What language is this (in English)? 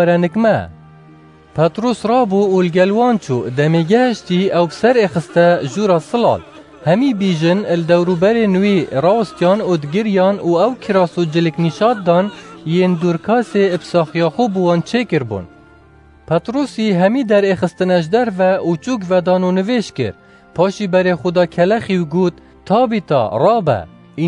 Kurdish